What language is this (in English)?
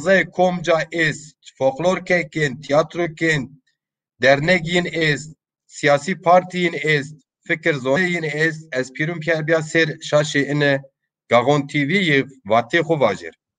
Zaza